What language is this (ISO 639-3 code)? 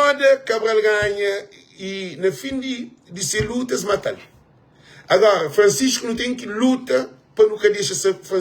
kea